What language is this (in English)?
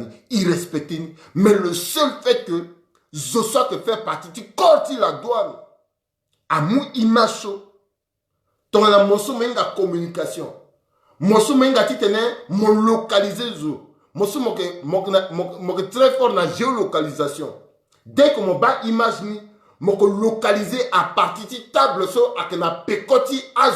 Sango